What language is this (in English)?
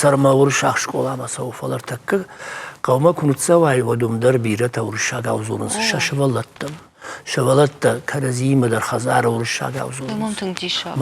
Ossetic